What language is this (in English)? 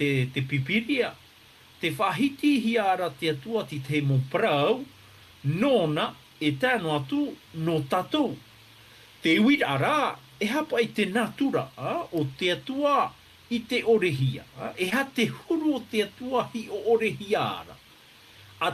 Tahitian